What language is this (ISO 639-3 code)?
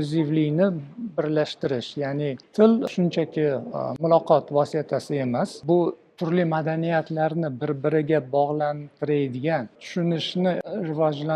uzb